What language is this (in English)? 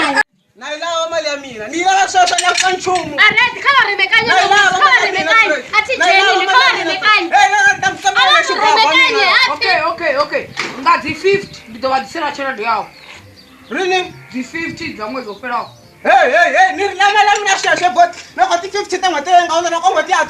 Venda